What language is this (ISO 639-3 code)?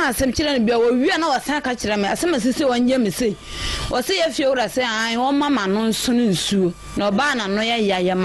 aka